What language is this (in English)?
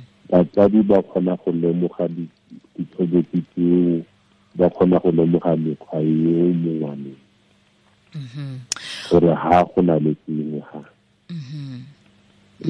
Tswana